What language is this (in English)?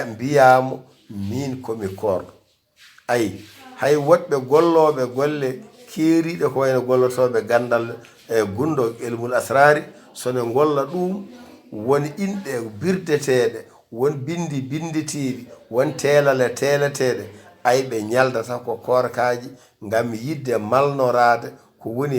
Fula